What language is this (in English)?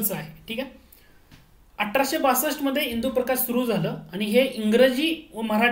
Marathi